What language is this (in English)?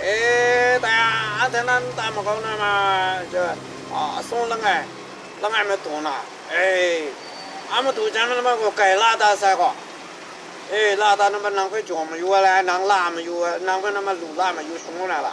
Kachin